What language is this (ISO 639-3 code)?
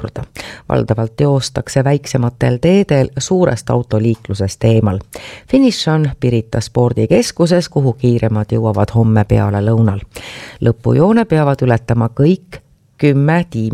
est